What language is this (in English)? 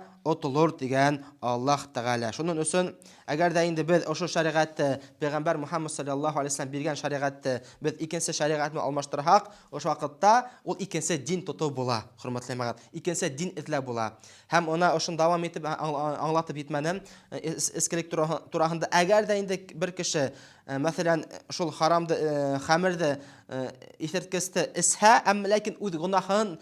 Bashkir